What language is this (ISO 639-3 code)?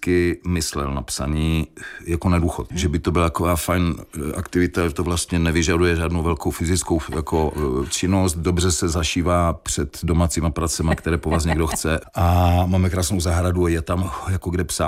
ces